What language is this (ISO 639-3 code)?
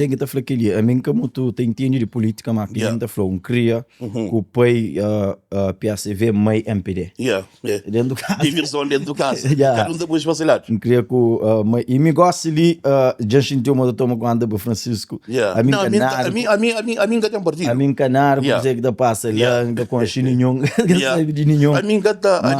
kea